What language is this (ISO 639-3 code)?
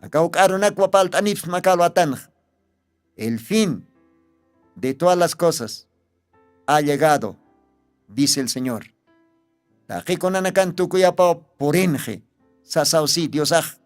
aym